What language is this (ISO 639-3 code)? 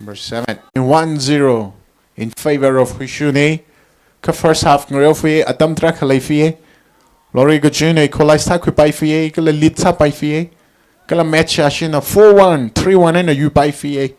nmf